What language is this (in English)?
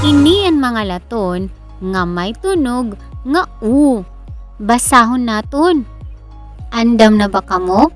Waray